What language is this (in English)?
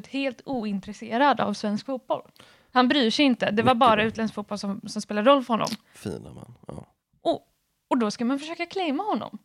Swedish